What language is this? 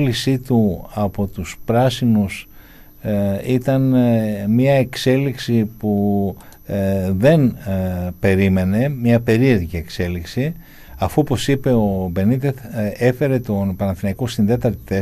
Greek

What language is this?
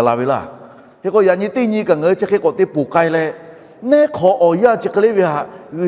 Lahu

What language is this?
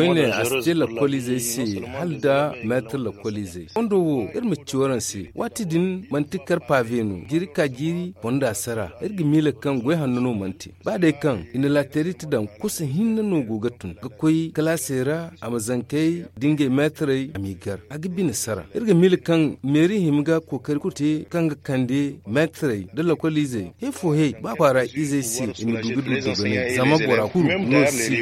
Zarma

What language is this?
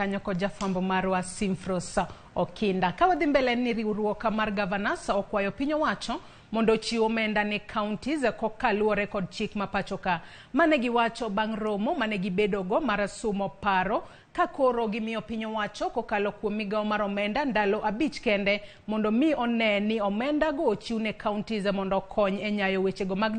Luo (Kenya and Tanzania)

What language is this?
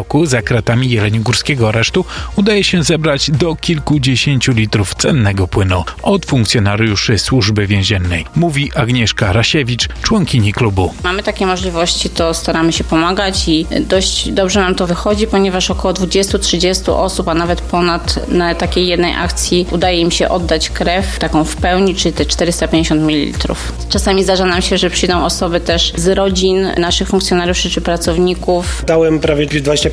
Polish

